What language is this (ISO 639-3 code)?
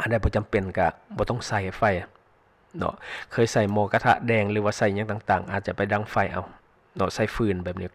lao